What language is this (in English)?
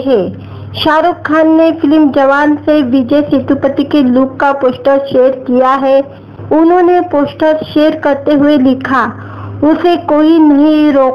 Hindi